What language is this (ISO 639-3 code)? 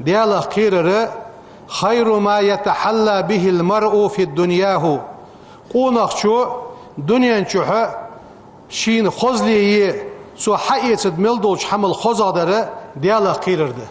inh